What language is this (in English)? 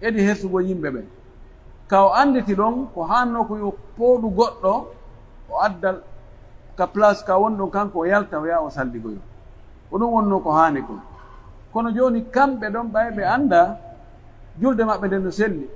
Pular